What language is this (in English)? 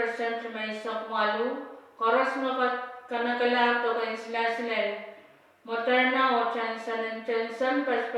Pohnpeian